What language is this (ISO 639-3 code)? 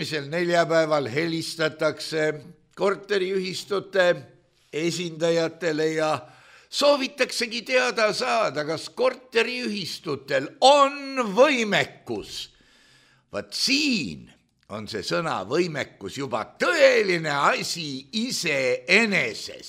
est